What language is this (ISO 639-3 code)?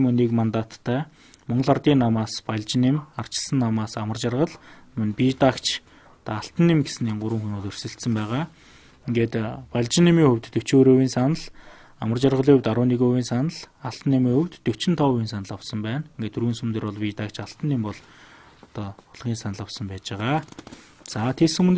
mon